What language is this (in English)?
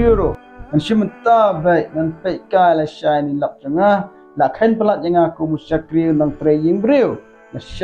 Khasi